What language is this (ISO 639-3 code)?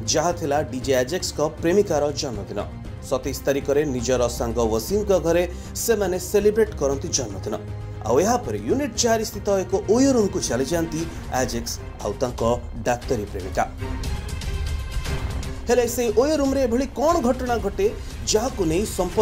ori